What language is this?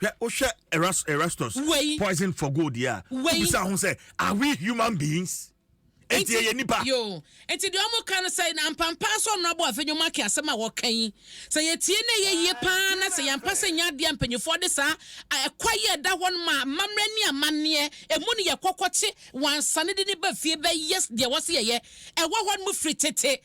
Akan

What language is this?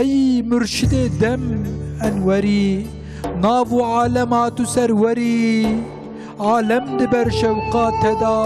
Kurdish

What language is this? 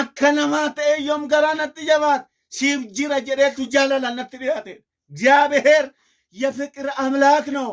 Oromo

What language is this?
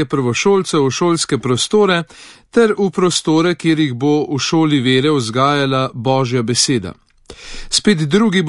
Slovenian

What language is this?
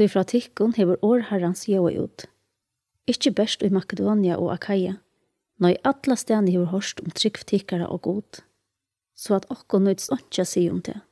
Faroese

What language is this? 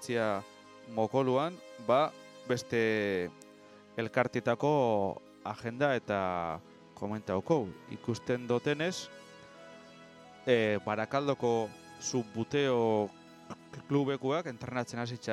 Basque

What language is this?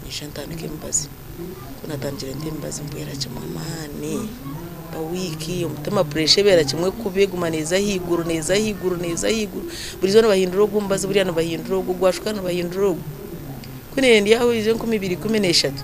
Nyankole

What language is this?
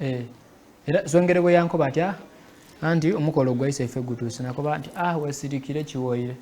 Soga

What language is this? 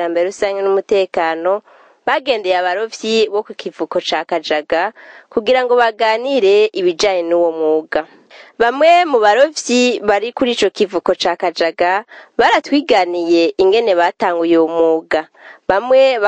Rundi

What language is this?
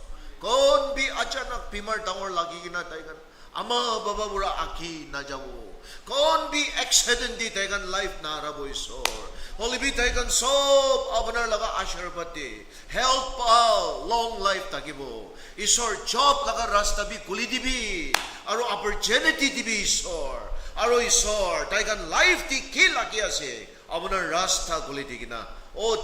Naga Pidgin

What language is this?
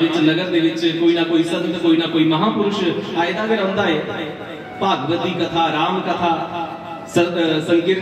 Dogri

